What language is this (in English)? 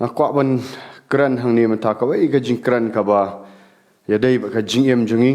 Khasi